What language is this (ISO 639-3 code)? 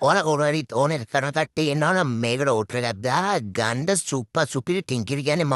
sin